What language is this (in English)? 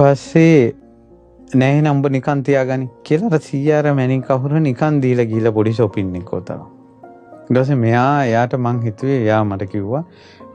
Sinhala